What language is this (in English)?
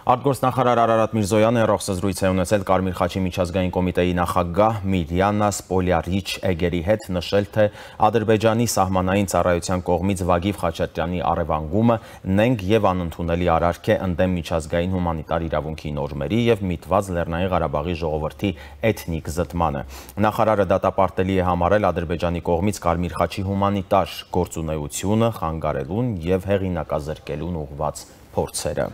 Armenian